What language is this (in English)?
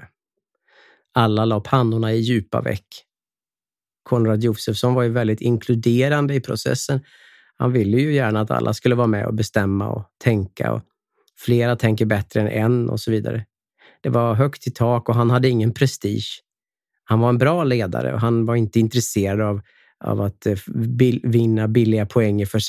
Swedish